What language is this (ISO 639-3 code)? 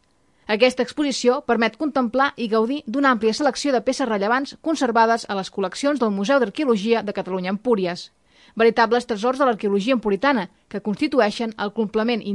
cat